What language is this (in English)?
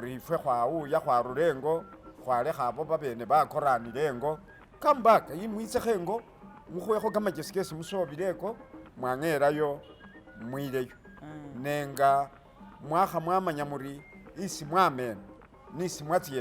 Masaaba